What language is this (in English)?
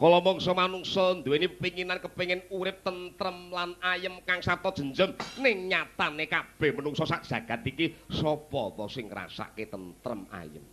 Javanese